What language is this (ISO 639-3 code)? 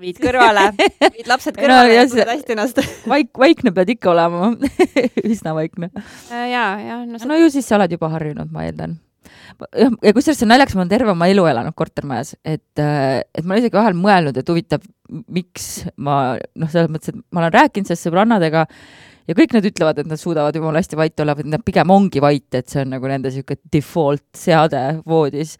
est